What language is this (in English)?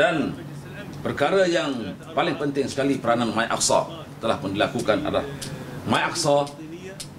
Malay